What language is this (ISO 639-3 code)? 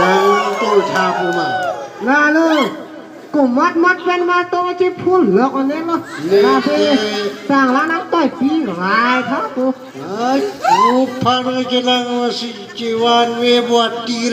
mjw